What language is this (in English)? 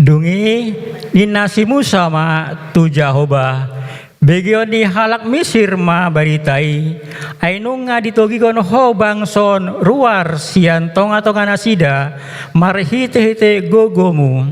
Batak Toba